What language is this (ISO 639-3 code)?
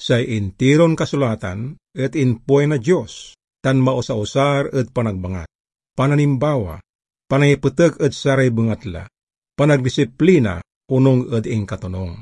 pag